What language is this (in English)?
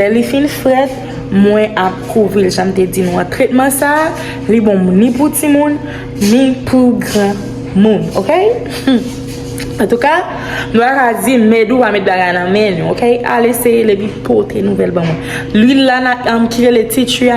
Haitian Creole